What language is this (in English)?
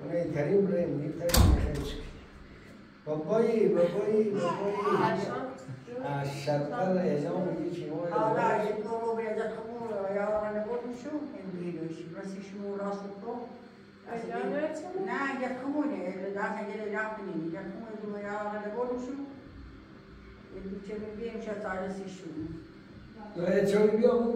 Persian